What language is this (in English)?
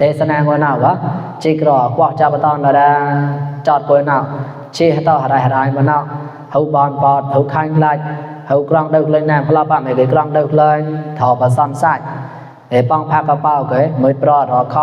Mon